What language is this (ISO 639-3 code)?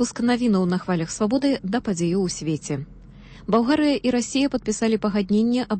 bel